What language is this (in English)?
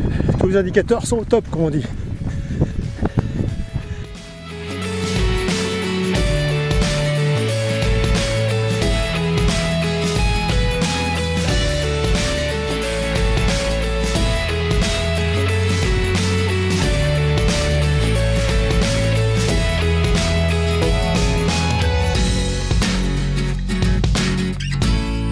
French